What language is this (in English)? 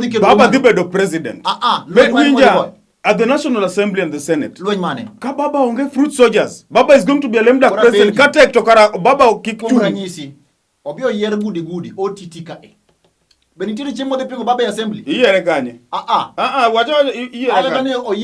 Luo (Kenya and Tanzania)